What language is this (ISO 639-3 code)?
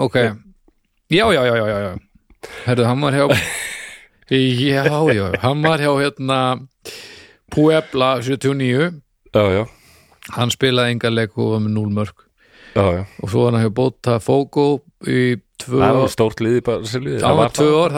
isl